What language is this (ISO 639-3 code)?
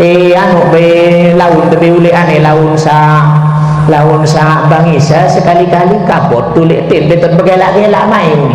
sas